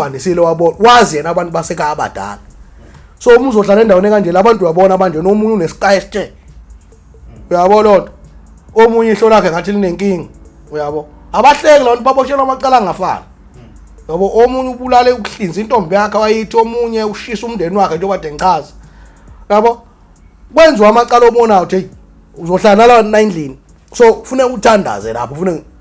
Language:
Zulu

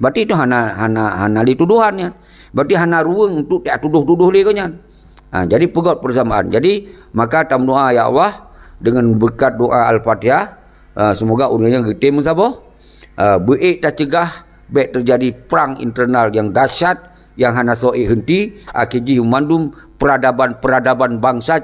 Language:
Achinese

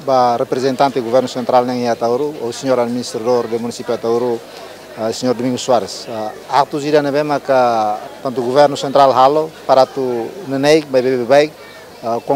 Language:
Tetum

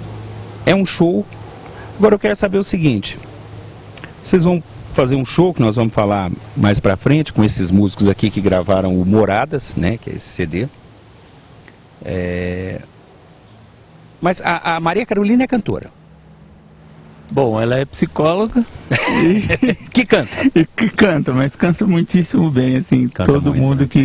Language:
Portuguese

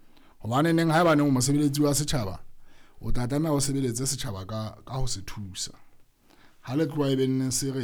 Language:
Southern Sotho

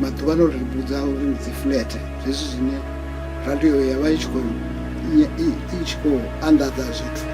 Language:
Venda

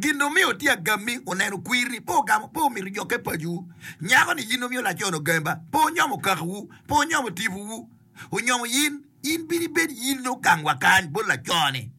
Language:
Acoli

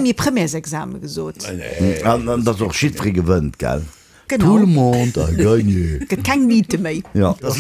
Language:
Luxembourgish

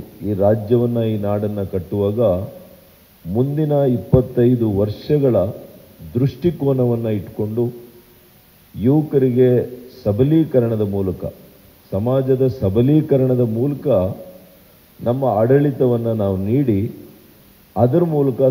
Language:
Kannada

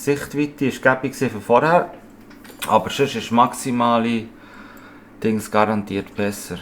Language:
Swiss German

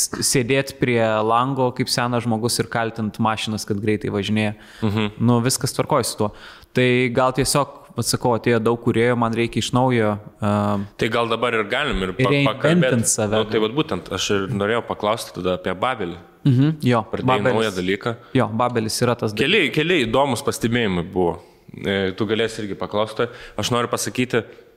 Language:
Lithuanian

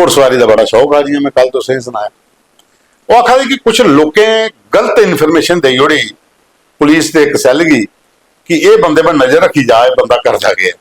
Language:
Dogri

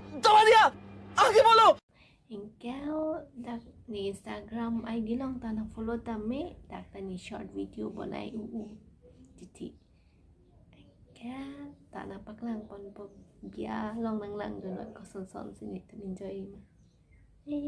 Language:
Karbi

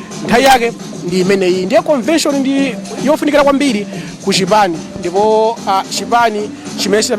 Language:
Nyanja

